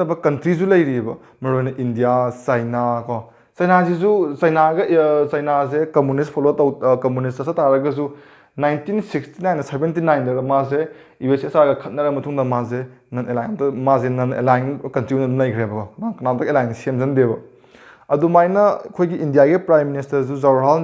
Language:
Manipuri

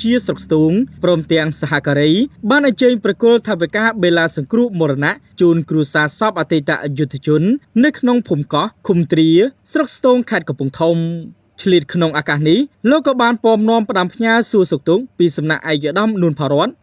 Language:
Khmer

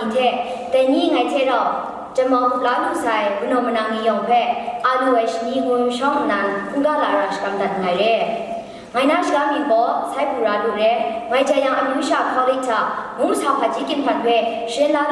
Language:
Kachin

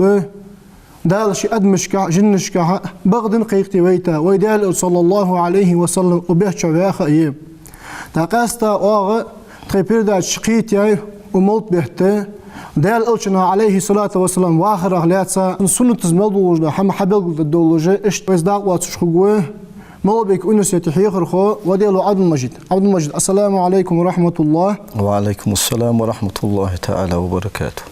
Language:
Ingush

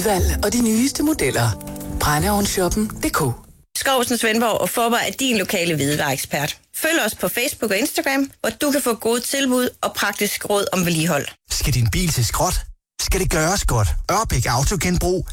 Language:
Danish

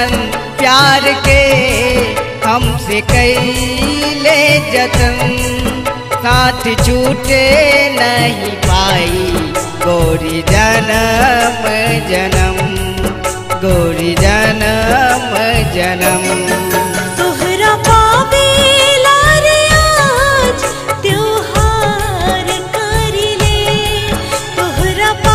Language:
Bhojpuri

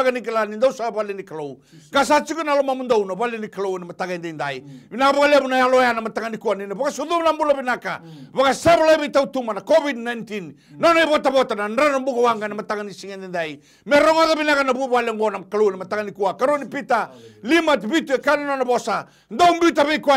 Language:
Fijian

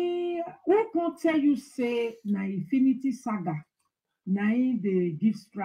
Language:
Nigerian Pidgin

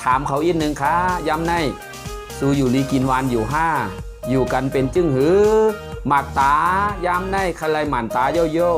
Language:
Shan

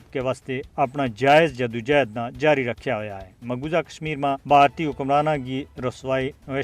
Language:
Gujari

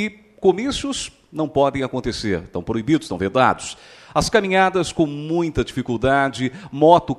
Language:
Portuguese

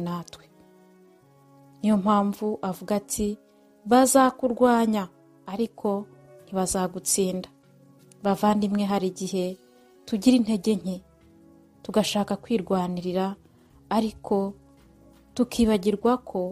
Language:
Kinyarwanda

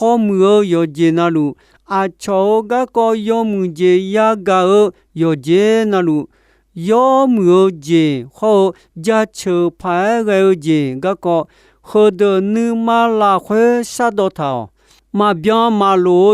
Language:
Akha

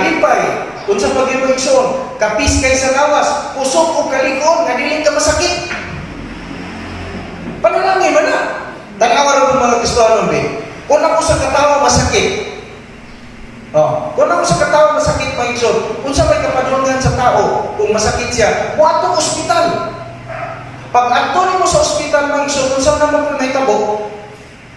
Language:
Cebuano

